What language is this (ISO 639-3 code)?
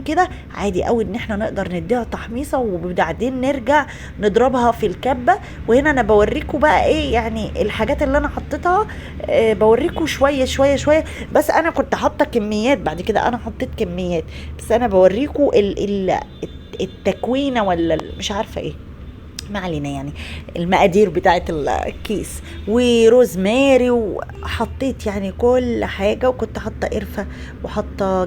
arz